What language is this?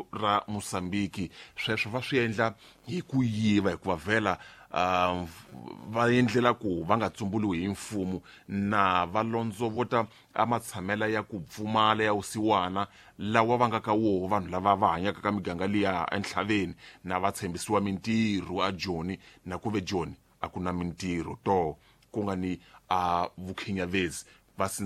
Tsonga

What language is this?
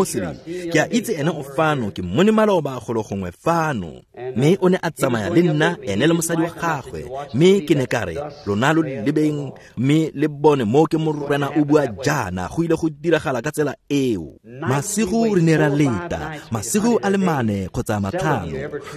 Tswana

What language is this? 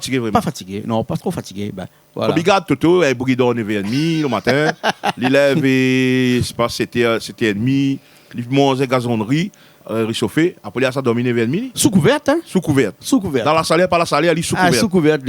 Réunion Creole French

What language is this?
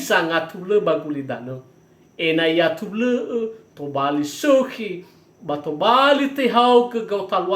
Nias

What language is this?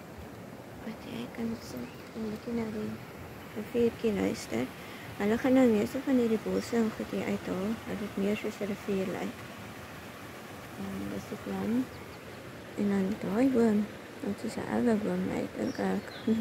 Afrikaans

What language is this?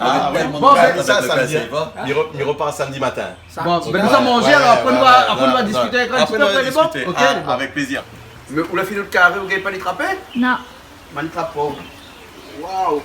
Réunion Creole French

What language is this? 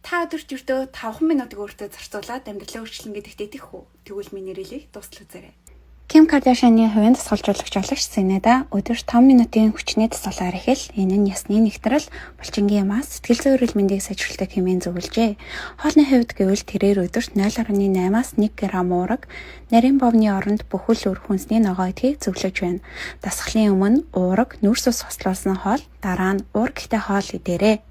Mongolian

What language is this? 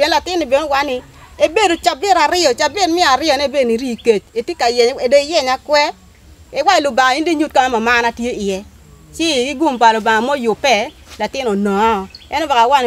Acoli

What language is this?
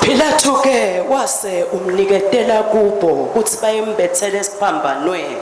Swati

